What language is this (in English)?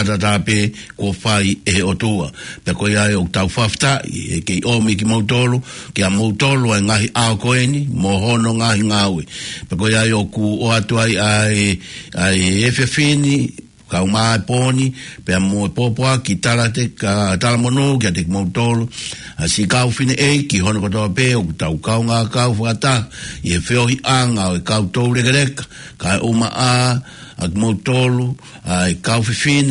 Tongan